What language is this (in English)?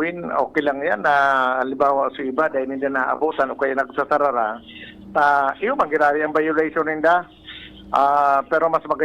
Bikol